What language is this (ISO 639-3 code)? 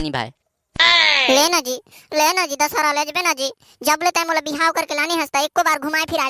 hne